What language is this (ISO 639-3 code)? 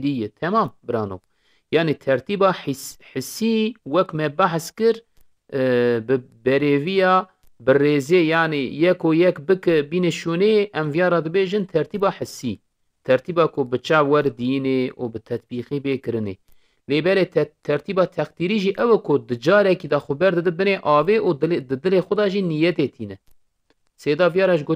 kur